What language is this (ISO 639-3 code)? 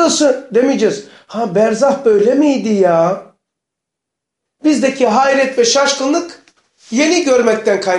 tur